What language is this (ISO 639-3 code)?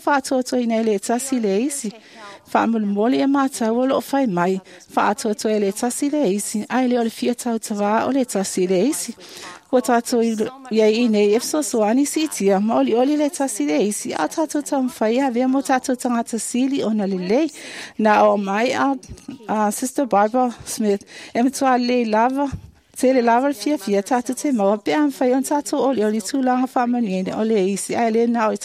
smo